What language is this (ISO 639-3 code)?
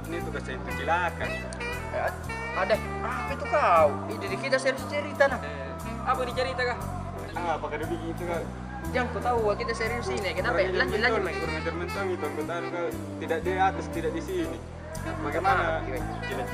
mfp